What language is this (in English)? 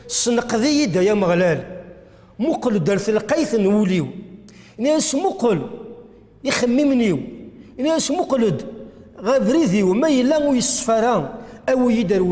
Kabyle